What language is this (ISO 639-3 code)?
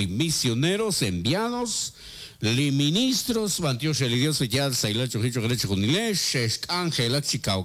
kek